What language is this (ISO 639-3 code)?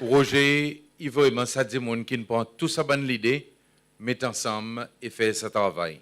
crs